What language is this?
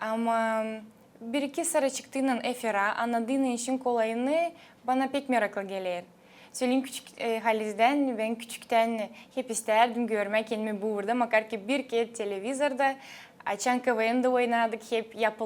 Gagauz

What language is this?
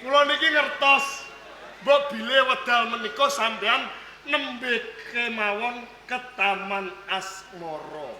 Javanese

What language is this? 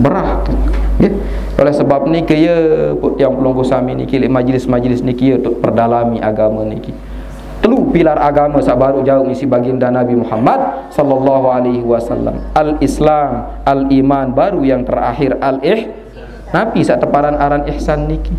Sasak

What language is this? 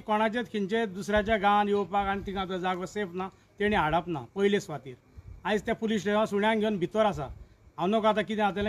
Konkani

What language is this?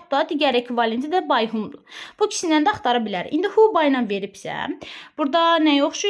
Azerbaijani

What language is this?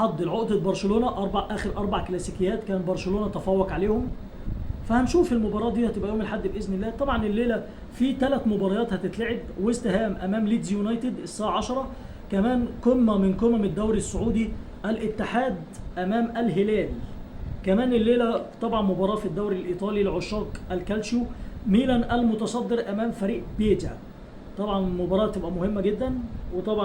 Egyptian Arabic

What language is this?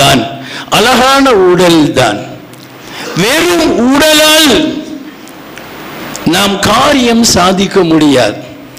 Tamil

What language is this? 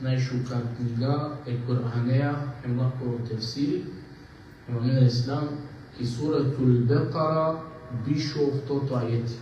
Balkan Romani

